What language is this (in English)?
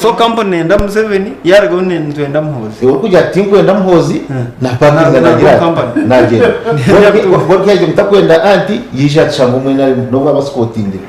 Nyankole